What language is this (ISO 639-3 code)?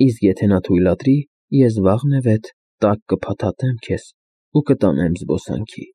hye